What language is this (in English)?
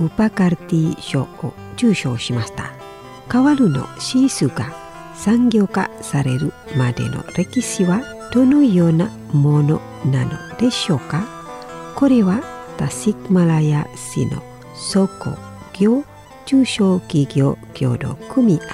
Japanese